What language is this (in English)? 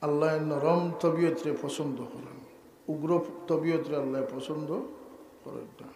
Sylheti